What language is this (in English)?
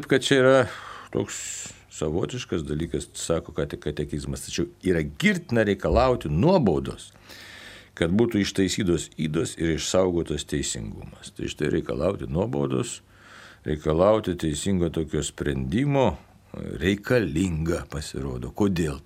Lithuanian